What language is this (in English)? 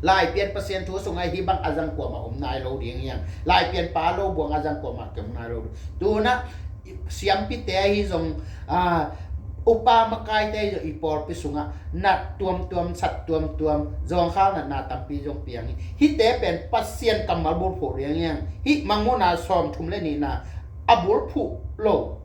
Tedim Chin